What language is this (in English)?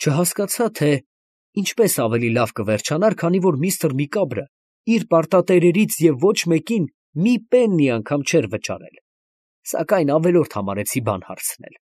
Armenian